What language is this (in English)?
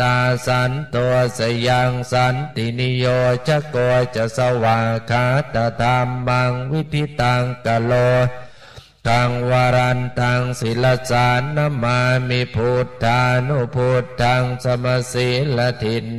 Pali